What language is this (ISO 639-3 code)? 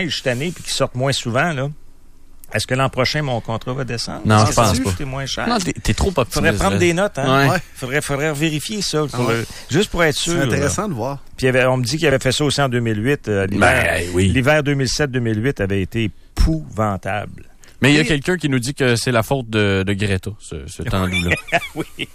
fra